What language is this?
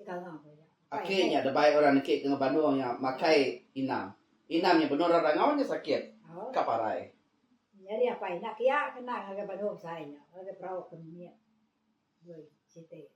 Iban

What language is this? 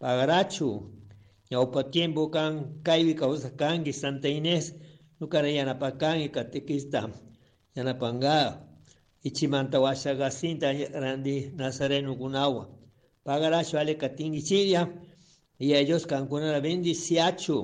Chimborazo Highland Quichua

